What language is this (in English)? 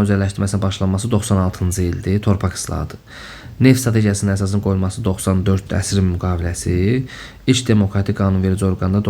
Azerbaijani